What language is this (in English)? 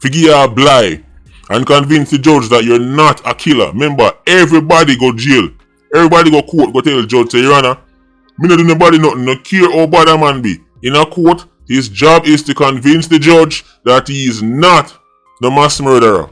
Jamaican Creole English